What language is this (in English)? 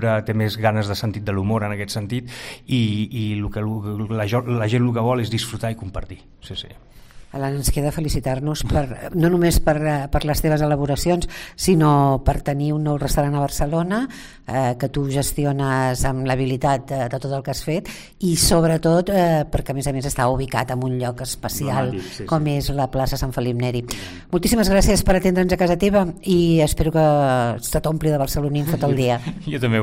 Catalan